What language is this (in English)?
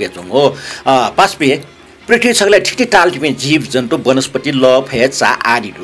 Newari